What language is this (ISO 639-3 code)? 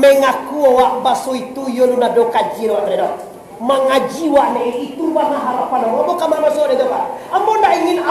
min